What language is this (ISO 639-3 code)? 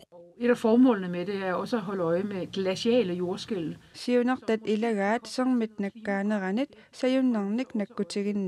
kal